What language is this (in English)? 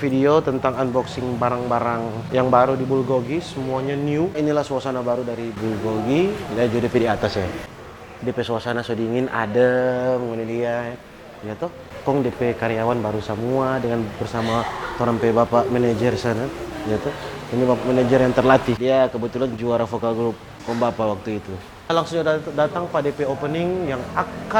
Manado Malay